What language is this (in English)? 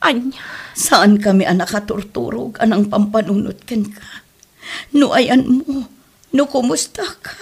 Iloko